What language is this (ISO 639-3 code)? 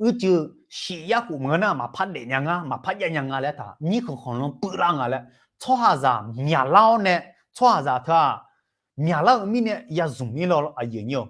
ahk